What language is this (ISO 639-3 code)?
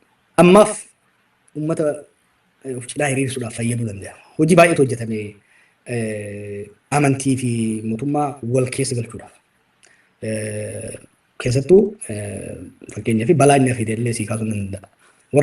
orm